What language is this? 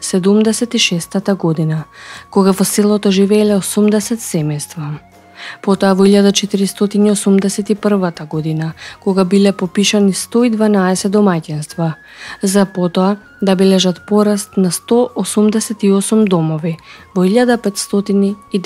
Macedonian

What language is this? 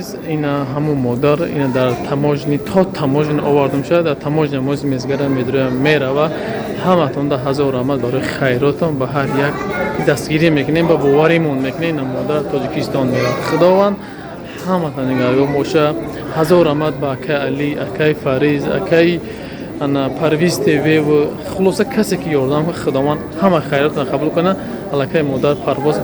Tajik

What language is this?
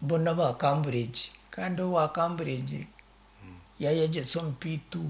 Nyankole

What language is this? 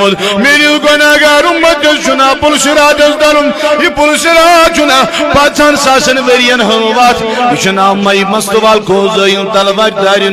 Kashmiri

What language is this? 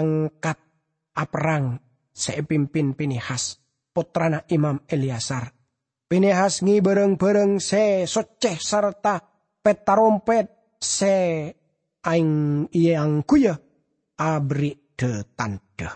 Madurese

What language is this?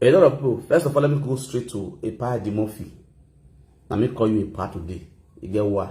Nigerian Pidgin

